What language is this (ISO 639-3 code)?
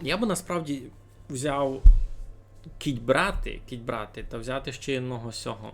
rue